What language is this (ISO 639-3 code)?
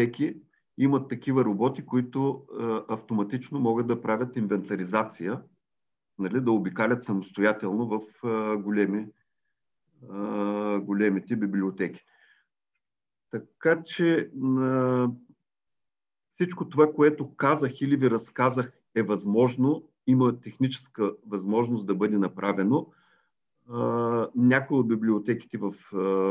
bul